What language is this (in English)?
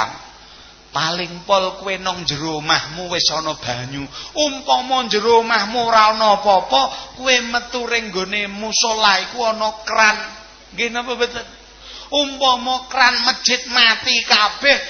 Javanese